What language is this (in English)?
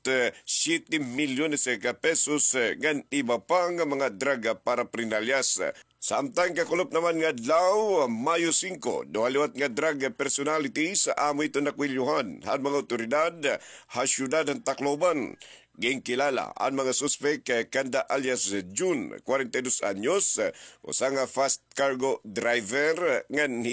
Waray